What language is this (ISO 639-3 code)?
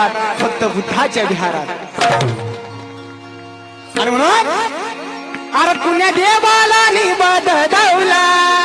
mar